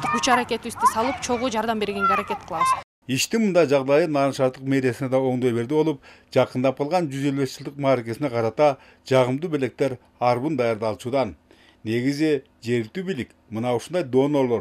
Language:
Kyrgyz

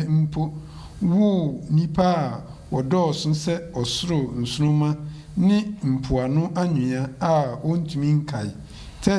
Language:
Akan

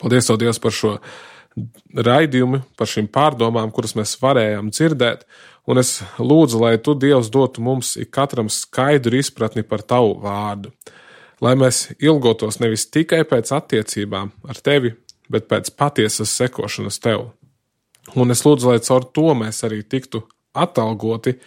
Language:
Latvian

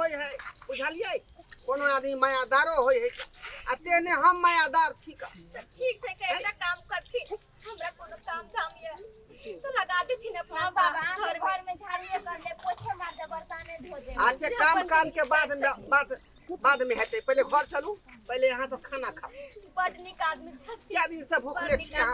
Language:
Maithili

